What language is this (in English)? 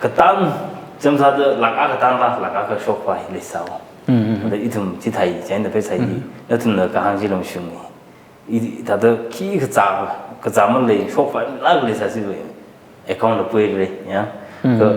Tangkhul Naga (India)